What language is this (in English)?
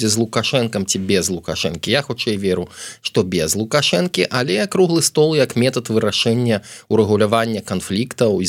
Belarusian